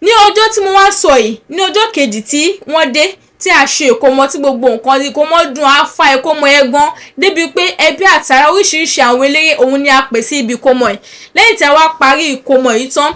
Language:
Yoruba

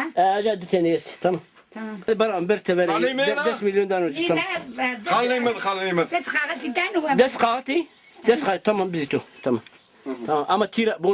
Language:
Zaza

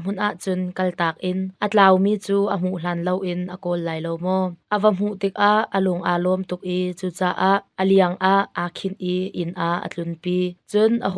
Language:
Hakha Chin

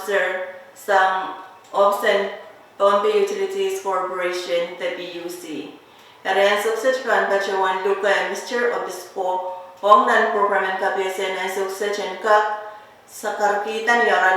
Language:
Pohnpeian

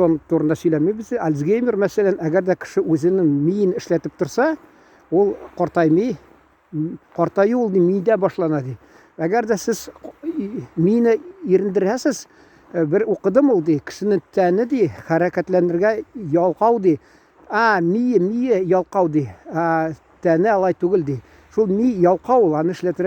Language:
Tatar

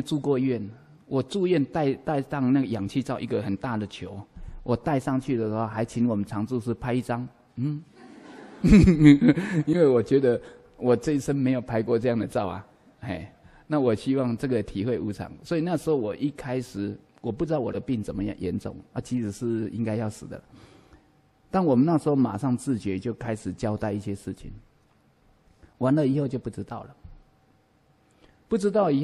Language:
Chinese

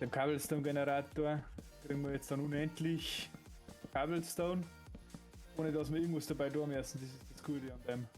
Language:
Bavarian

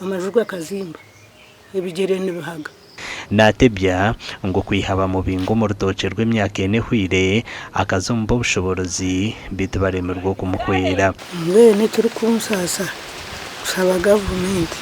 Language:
Nyankole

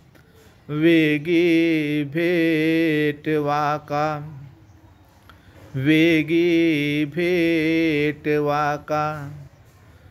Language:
Marathi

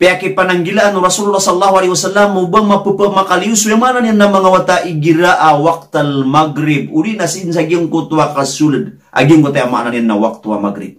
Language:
Maranao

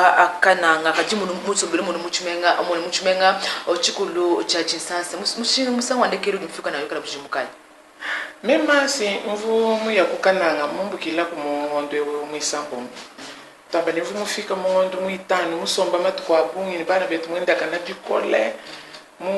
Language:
Luba-Lulua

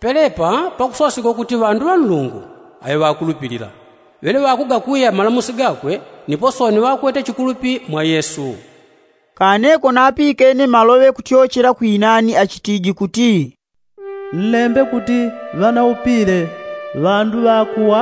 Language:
Yao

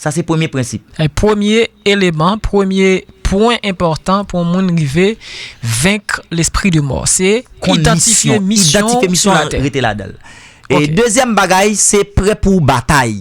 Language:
Haitian Creole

